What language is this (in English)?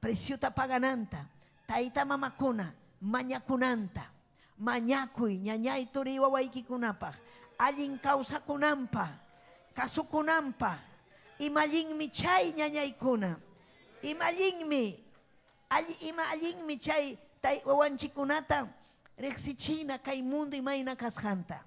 Ayacucho Quechua